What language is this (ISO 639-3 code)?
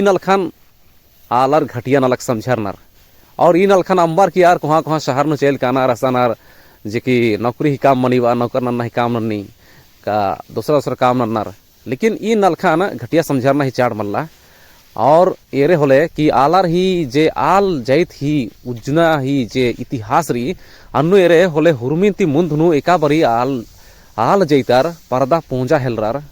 kru